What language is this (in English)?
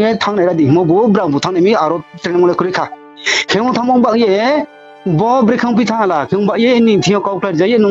Riang (India)